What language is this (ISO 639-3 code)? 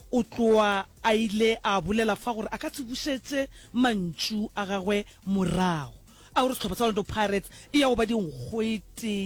nso